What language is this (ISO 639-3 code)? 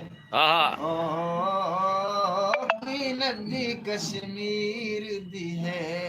skr